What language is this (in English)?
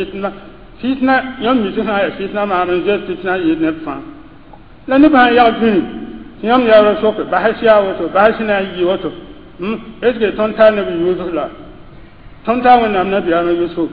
Mossi